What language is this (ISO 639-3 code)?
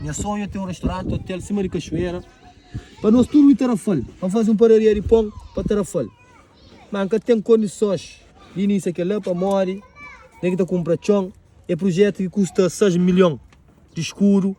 kea